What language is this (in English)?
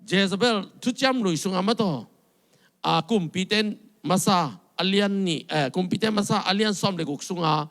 Tedim Chin